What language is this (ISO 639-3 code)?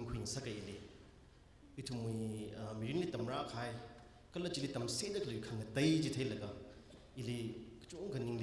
nmf